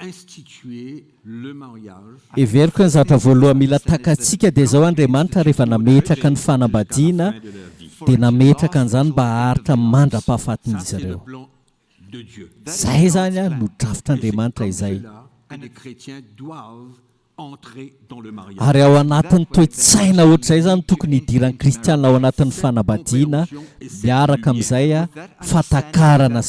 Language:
Malagasy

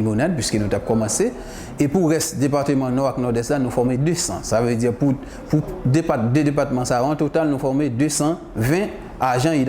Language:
Haitian Creole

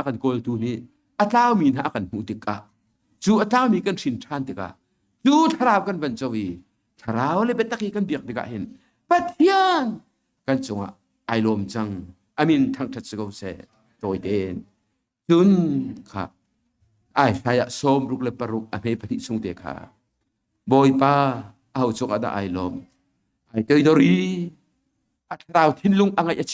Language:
Hakha Chin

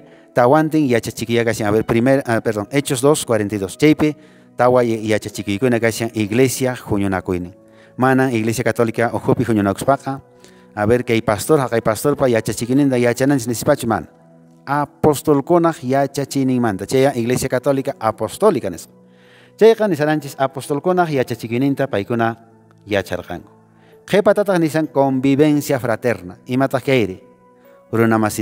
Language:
Quechua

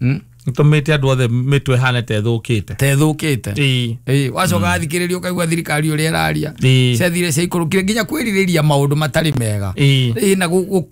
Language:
Kikuyu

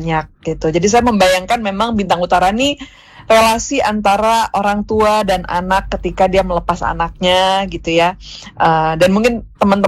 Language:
Indonesian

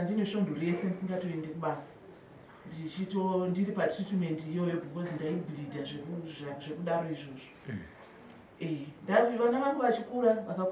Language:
Shona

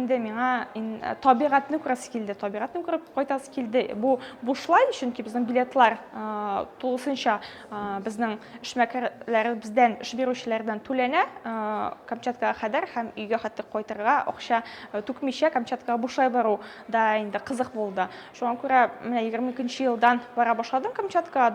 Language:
Tatar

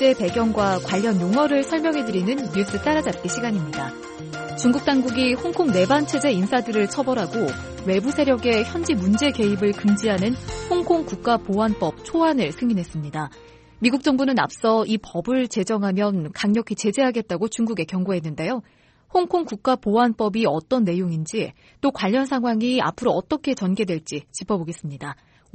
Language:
Korean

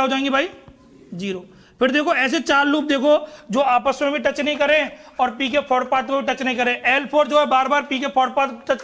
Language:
Hindi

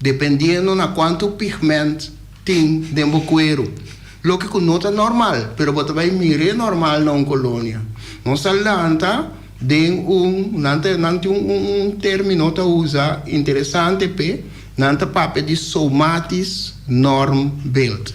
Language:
Papiamento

